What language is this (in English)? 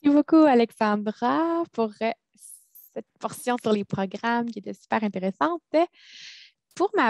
French